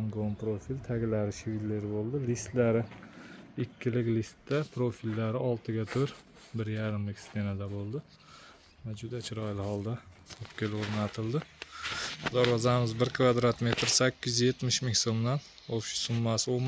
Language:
Uzbek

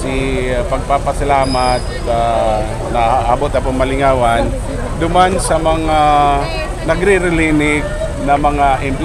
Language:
Bikol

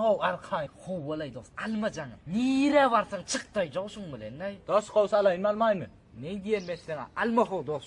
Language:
Turkmen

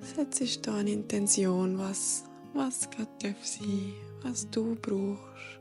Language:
Swiss German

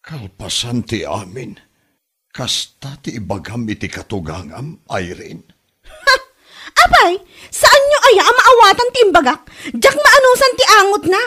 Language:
Iloko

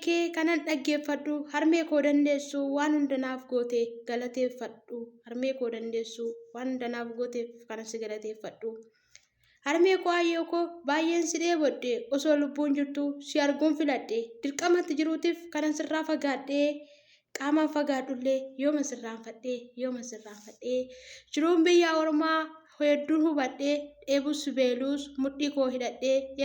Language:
Oromo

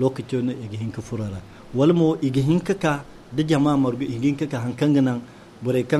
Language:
Zarma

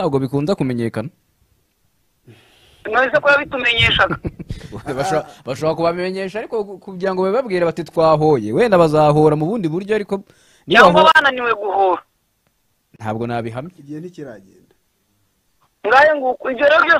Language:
Kinyarwanda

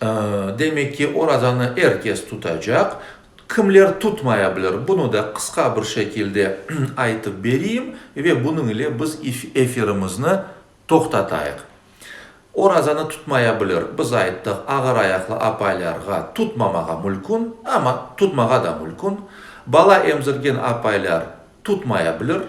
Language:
Crimean Tatar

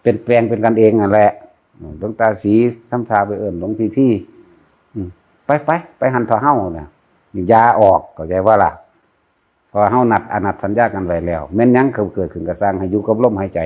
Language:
Northeastern Thai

